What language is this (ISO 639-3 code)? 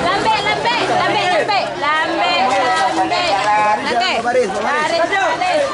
min